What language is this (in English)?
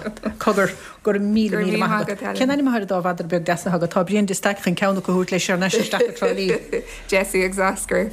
Irish